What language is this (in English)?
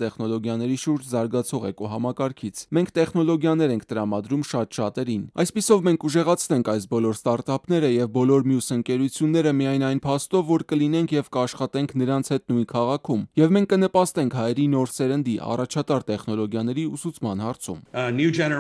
Armenian